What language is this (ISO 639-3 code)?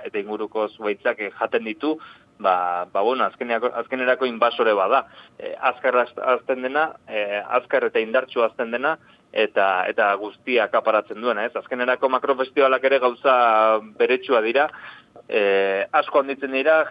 eus